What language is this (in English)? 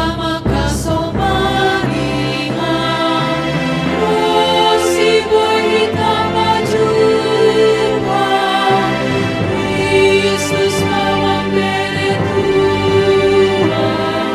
Batak Simalungun